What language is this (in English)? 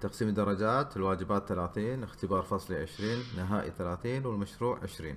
Gulf Arabic